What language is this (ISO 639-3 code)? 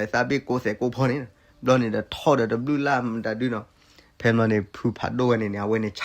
ksw